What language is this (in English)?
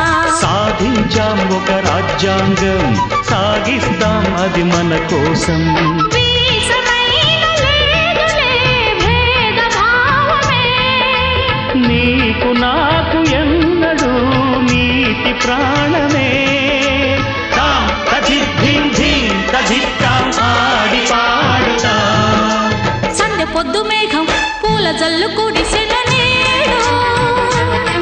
Telugu